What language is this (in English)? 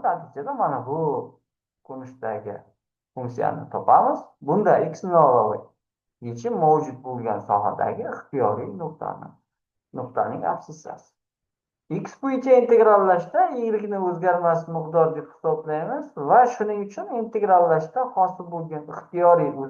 Uzbek